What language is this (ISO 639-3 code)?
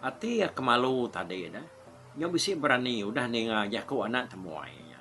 iba